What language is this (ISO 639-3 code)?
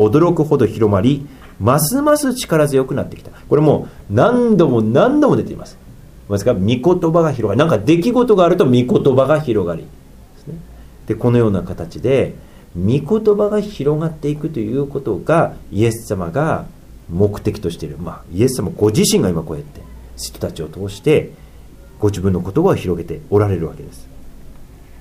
jpn